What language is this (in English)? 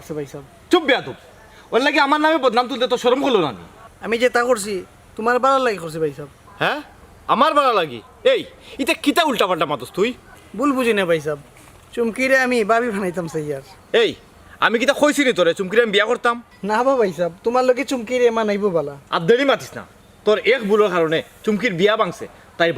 Sylheti